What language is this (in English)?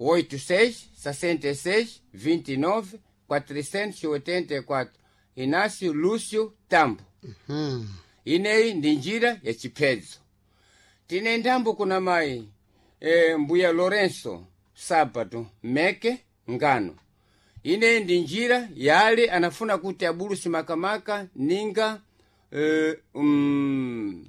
Sena